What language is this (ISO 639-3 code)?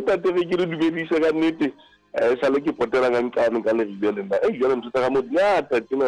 sot